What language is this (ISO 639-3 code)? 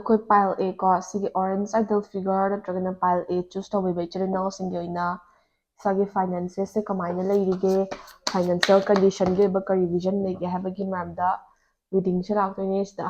mni